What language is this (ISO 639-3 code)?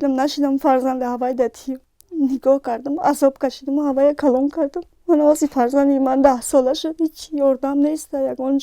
tgk